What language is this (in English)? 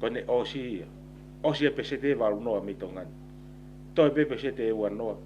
Tongan